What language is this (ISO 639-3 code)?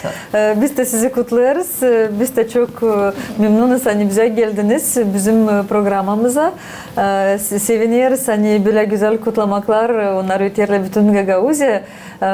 gag